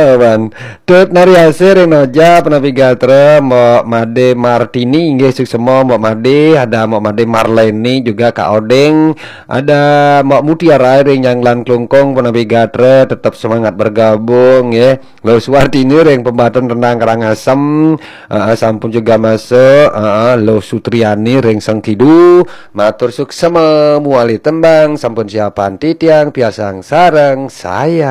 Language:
Balinese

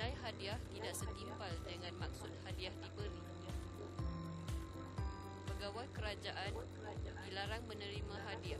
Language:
Malay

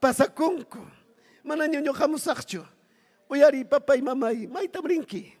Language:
Ayacucho Quechua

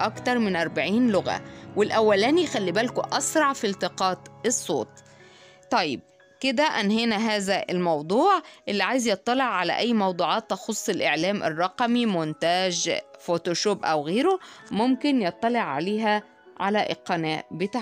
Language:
Egyptian Arabic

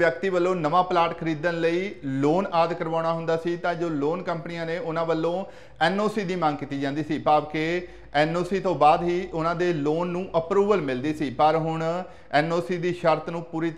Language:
Punjabi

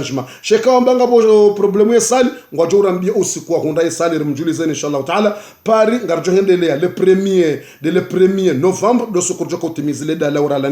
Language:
Ngazidja Comorian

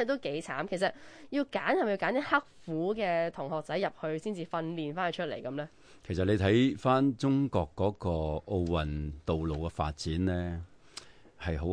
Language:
Cantonese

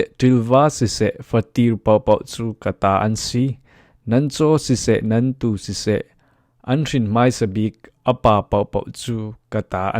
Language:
Falam Chin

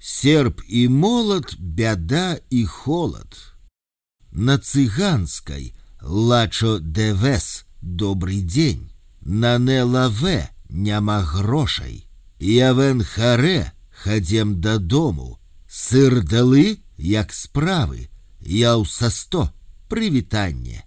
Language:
Belarusian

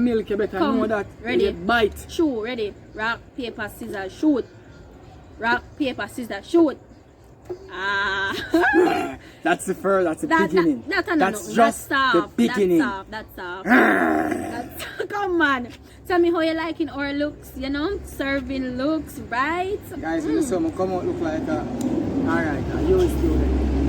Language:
Jamaican Creole English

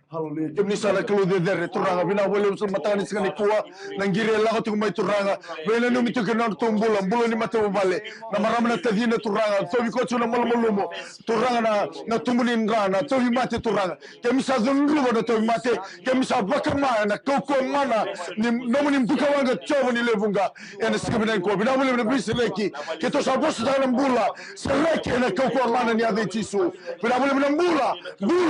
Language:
Fijian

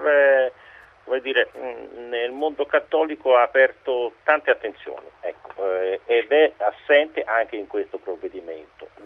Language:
Italian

